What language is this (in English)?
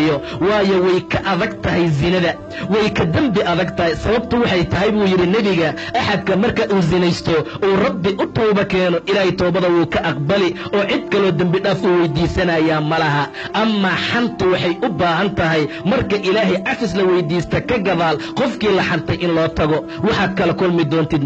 Somali